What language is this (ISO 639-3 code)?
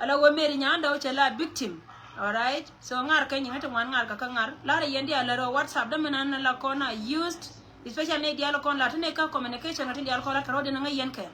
nus